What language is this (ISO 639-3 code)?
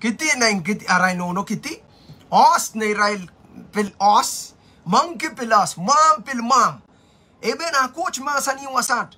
pon